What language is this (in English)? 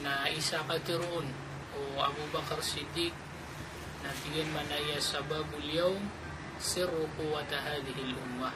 Maranao